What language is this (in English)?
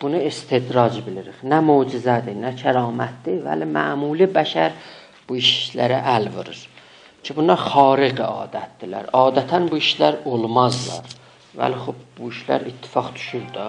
South Azerbaijani